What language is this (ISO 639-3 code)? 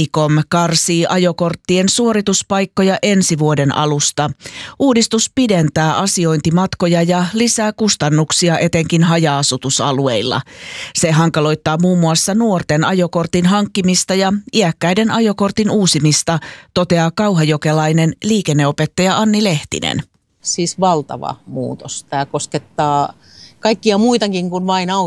fin